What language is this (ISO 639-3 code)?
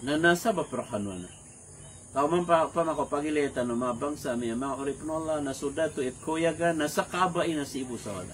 mrw